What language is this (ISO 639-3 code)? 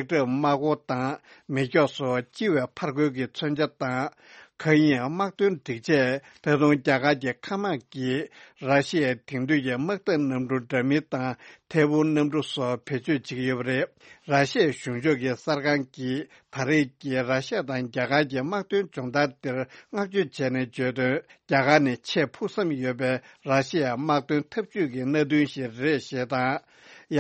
bod